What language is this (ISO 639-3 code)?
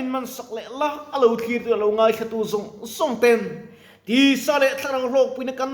lus